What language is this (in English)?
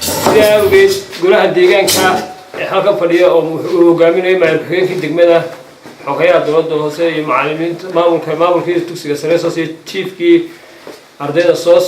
Somali